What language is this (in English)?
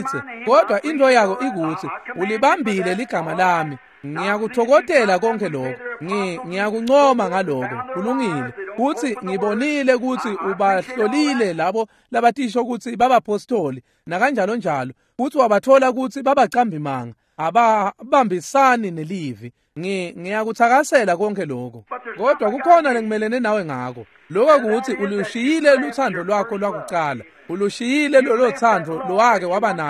Swati